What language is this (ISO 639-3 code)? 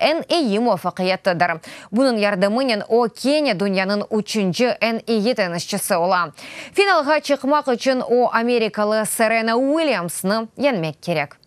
crh